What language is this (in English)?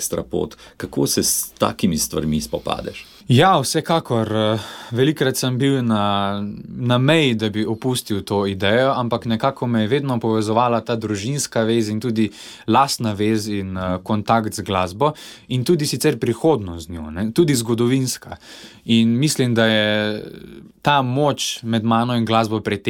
Slovenian